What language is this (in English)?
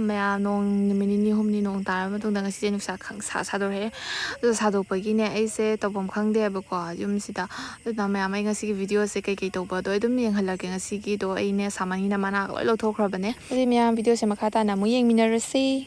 Manipuri